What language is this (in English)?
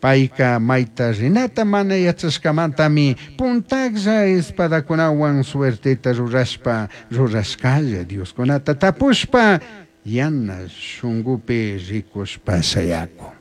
Chimborazo Highland Quichua